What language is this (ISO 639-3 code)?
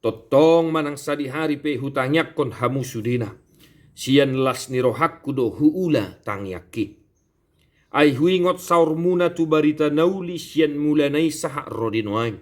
bbc